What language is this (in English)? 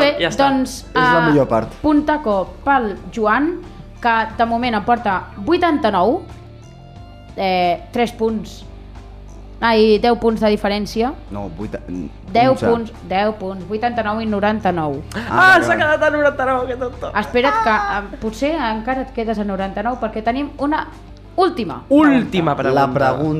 Catalan